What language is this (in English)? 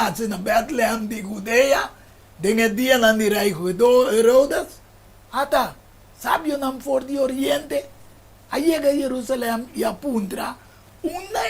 Papiamento